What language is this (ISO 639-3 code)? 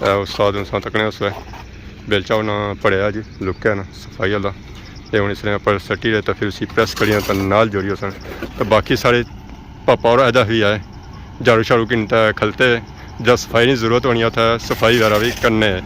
phr